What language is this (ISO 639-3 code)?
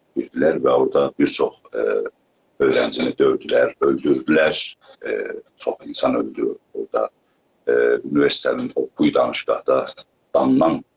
azb